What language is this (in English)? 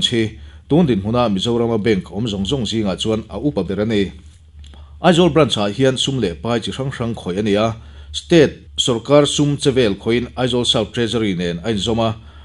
Mizo